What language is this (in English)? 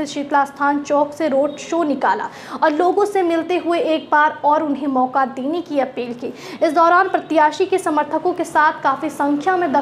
Hindi